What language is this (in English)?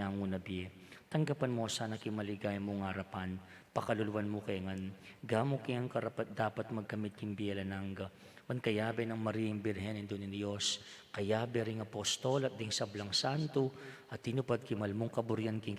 Pampanga